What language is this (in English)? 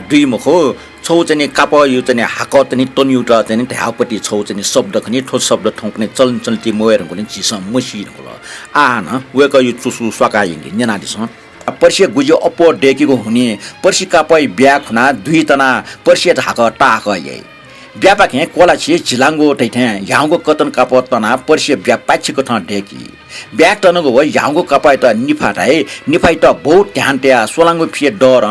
Newari